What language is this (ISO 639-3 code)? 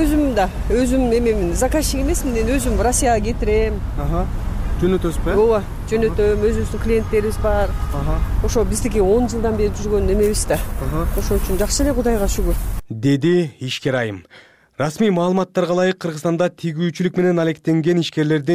kir